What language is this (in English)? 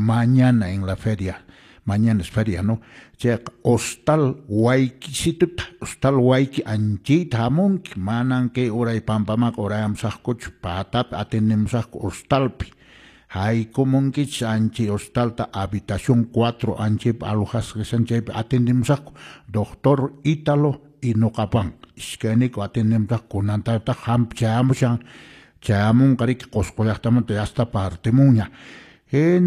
Quechua